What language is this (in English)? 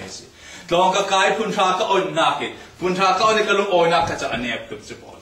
Falam Chin